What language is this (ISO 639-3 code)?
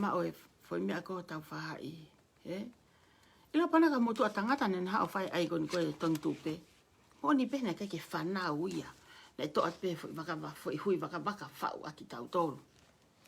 ton